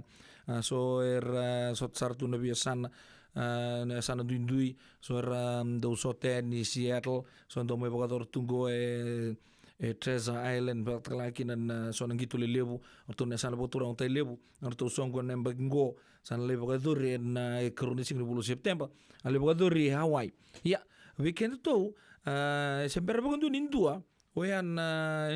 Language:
Fijian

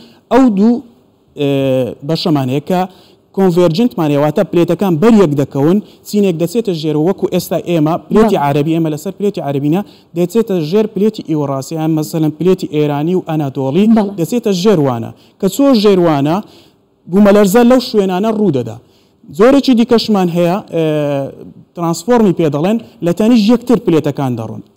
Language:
Central Kurdish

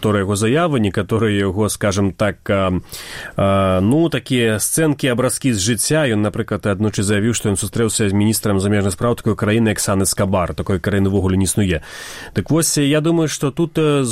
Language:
Belarusian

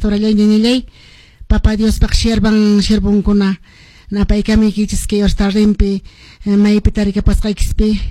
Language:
Quechua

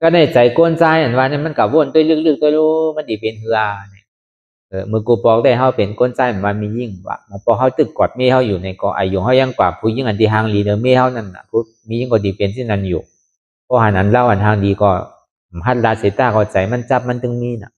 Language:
Shan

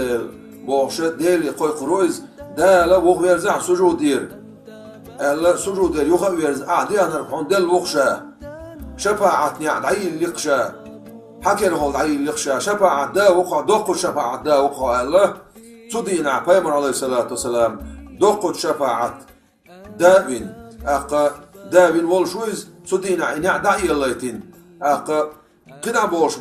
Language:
Chechen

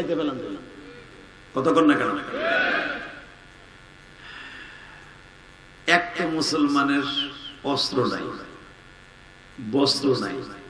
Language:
Bangla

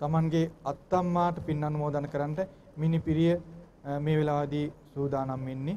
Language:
Sinhala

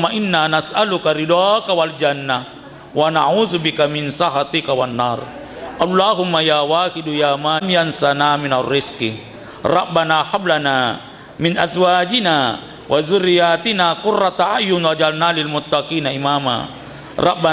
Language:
Buginese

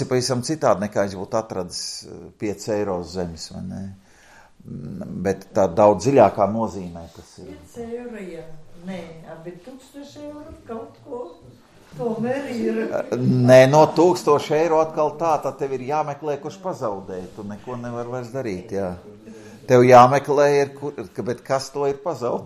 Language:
Latvian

